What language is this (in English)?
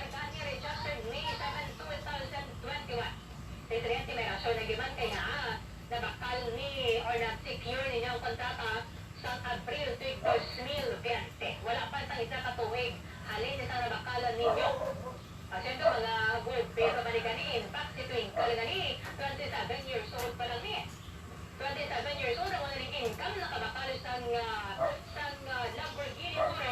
Hiligaynon